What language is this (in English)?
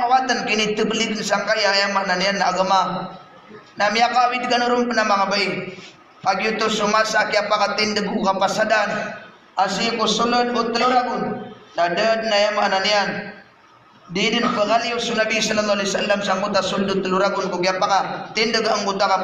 Maranao